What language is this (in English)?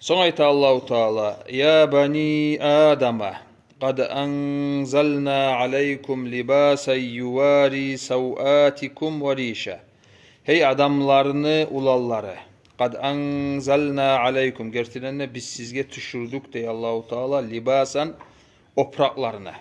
Kumyk